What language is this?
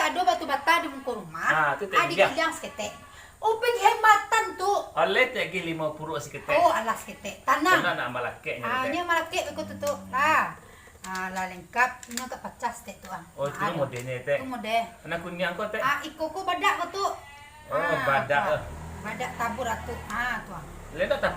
Minangkabau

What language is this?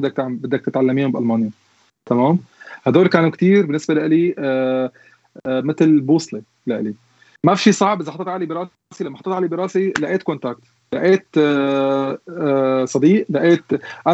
North Levantine Arabic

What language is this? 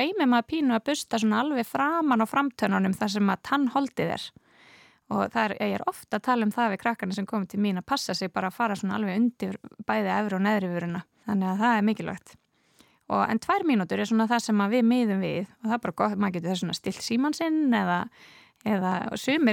Icelandic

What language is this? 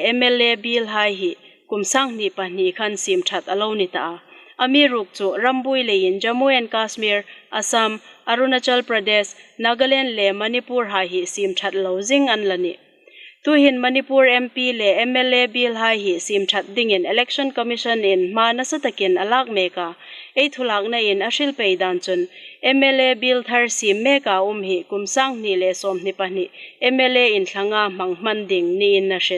Hmar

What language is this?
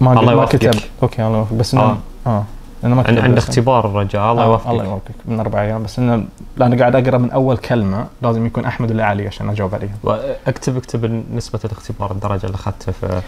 Najdi Arabic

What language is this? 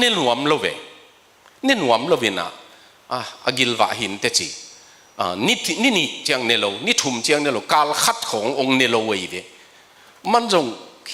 Tedim Chin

